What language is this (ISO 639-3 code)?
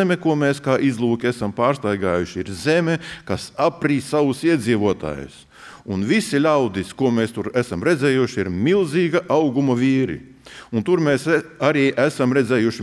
lav